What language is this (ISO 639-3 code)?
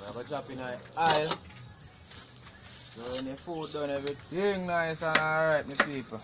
jam